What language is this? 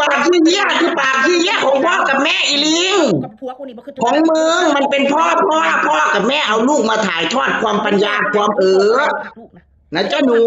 Northeastern Thai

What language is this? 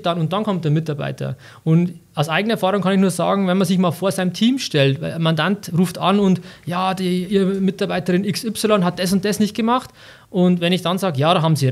German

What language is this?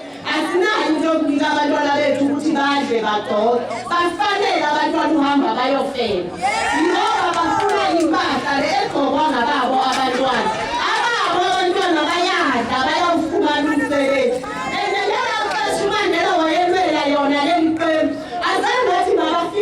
Zulu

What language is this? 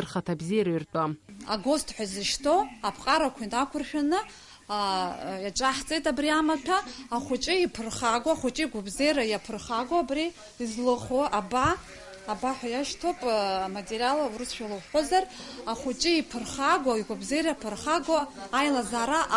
Abkhazian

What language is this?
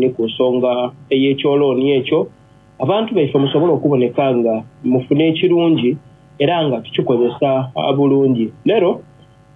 Soga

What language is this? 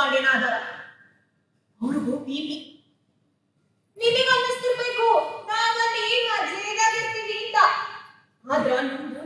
Kannada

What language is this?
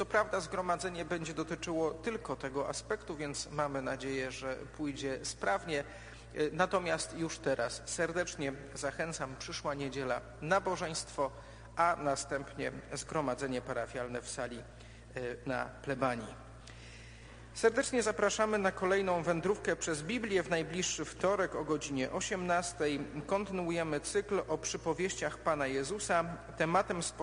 Polish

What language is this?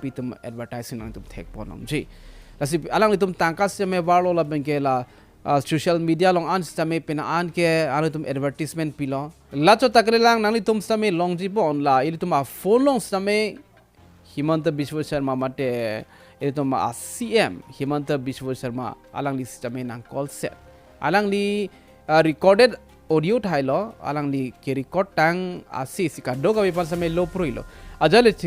Karbi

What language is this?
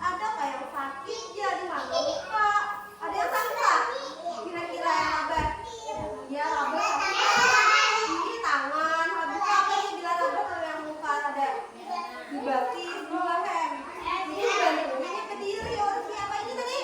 Banjar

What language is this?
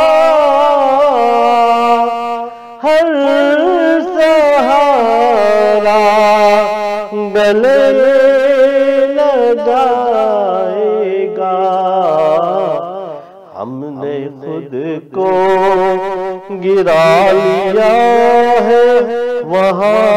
Urdu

